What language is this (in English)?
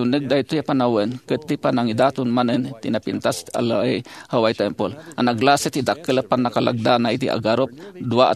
Iloko